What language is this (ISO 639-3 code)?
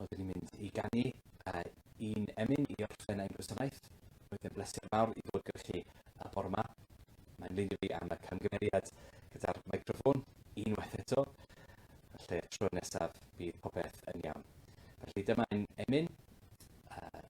cym